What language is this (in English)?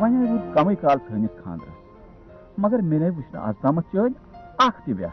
Kashmiri